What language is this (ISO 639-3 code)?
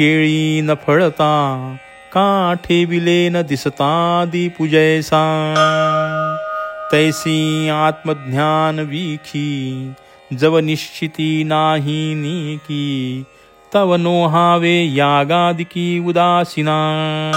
mar